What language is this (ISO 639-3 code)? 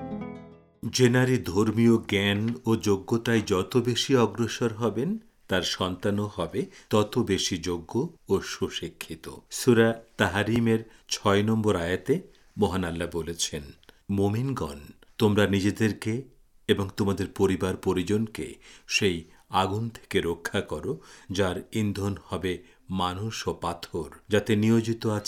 ben